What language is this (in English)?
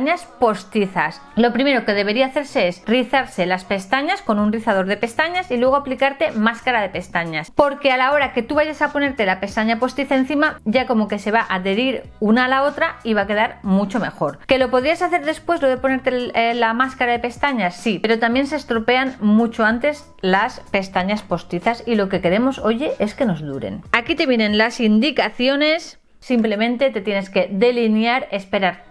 Spanish